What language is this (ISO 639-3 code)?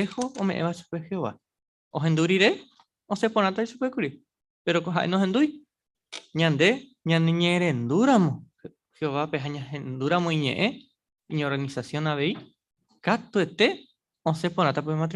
grn